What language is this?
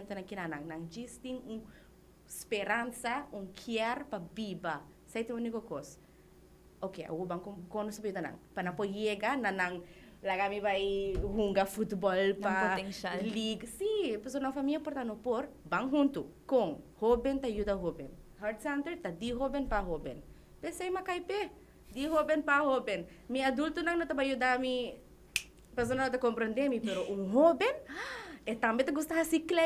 Papiamento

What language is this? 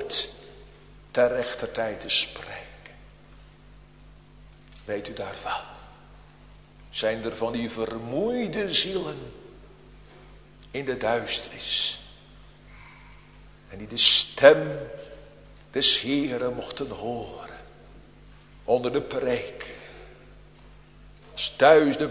Dutch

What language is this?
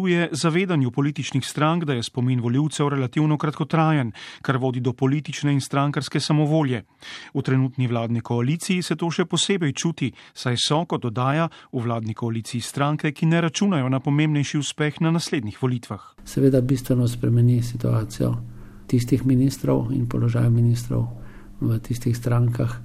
Slovenian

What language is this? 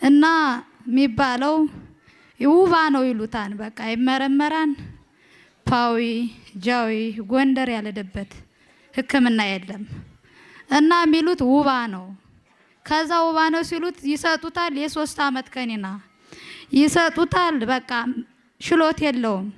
Amharic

